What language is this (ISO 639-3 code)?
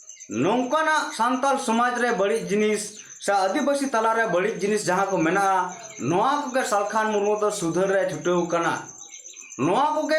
sat